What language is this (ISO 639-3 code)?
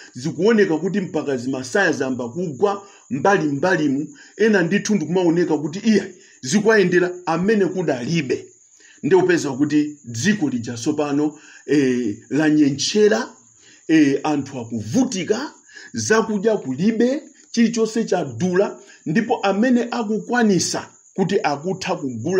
nya